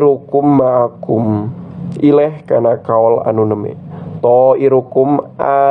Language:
Sundanese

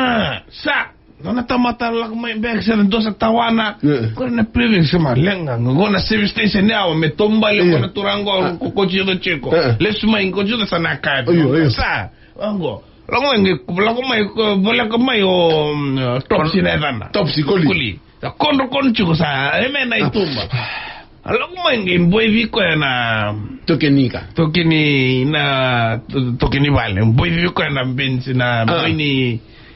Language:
Fijian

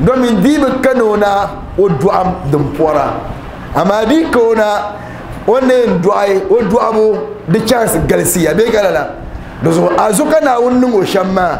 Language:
Dagbani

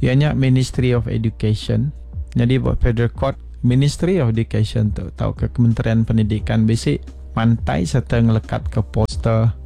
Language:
Iban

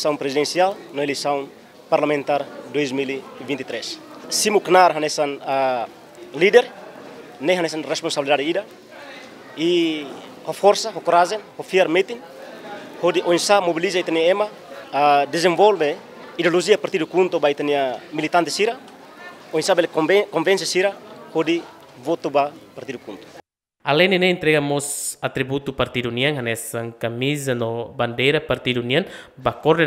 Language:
Tetum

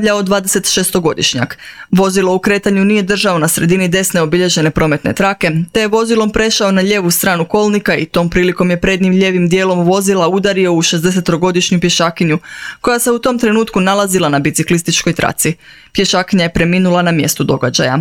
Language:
Croatian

